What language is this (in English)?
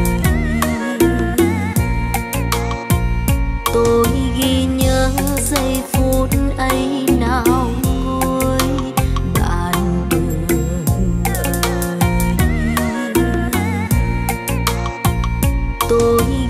Vietnamese